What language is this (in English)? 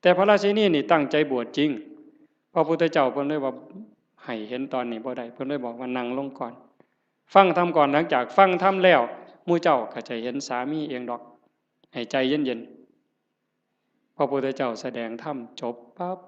Northeastern Thai